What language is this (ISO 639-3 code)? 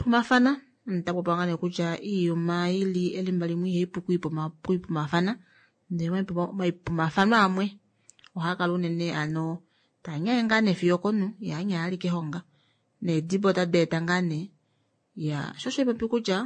kua